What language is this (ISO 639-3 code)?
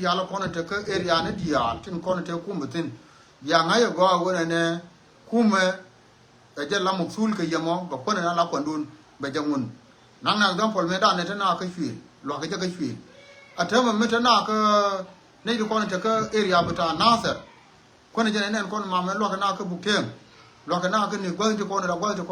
nus